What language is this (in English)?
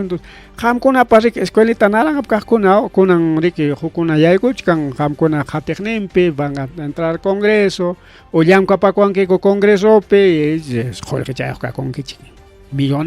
Ayacucho Quechua